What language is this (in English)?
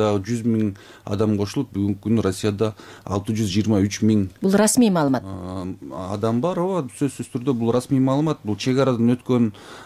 Kyrgyz